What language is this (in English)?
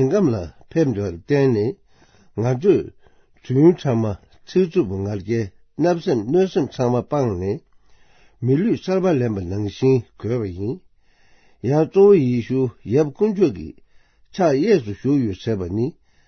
Tibetan